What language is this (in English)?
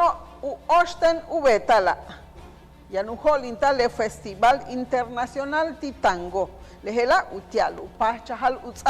Yucateco